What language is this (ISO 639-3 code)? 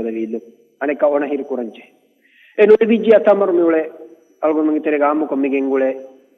div